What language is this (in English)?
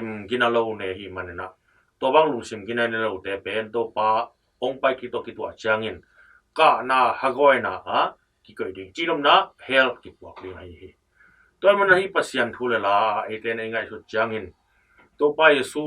Tedim Chin